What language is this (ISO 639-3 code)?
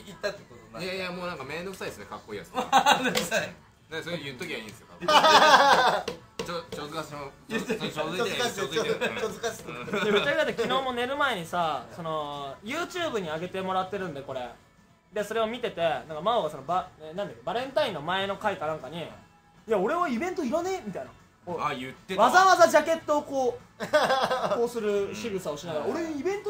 jpn